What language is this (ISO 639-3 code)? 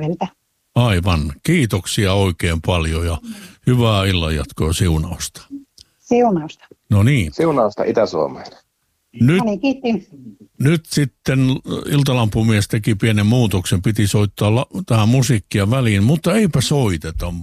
fin